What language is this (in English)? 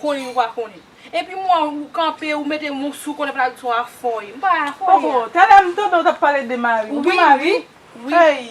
Haitian Creole